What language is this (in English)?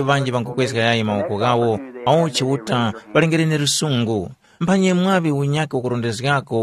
Tumbuka